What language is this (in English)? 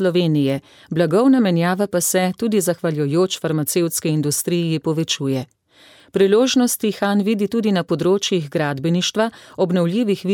Slovenian